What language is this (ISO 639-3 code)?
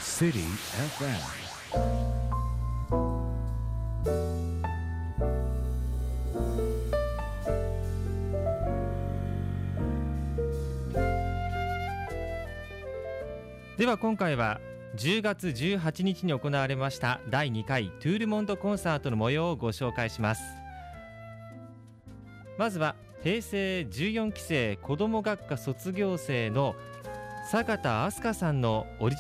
jpn